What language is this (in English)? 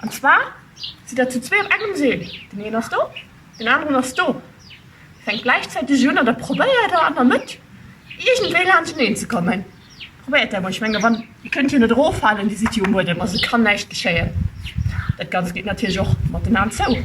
Luxembourgish